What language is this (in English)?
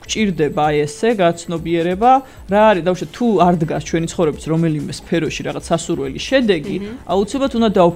Georgian